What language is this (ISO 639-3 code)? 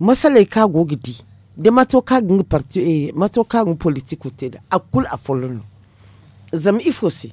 dje